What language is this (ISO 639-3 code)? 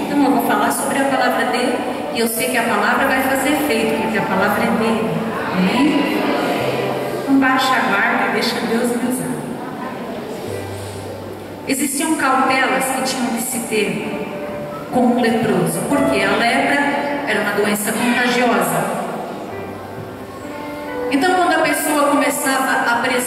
por